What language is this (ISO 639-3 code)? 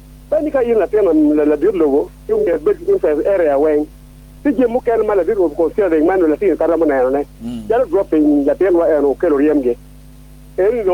ach